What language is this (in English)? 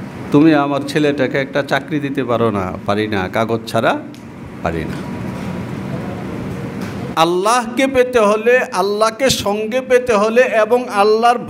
Bangla